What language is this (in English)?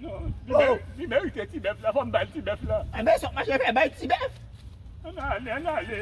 Haitian Creole